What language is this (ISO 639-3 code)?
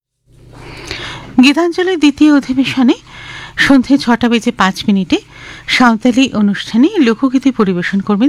ben